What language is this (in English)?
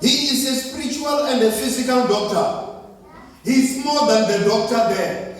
Venda